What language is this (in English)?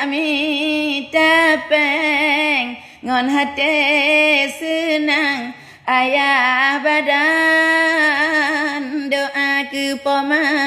Achinese